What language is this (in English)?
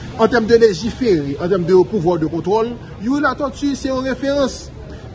Haitian Creole